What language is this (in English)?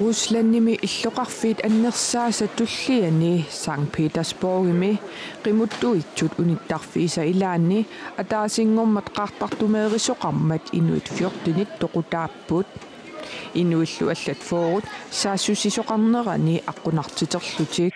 Kalaallisut